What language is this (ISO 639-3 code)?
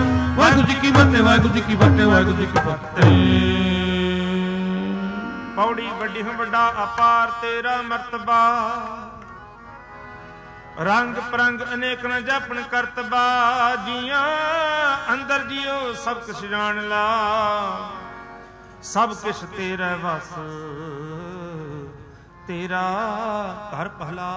pan